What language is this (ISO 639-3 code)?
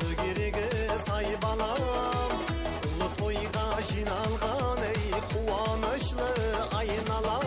kaa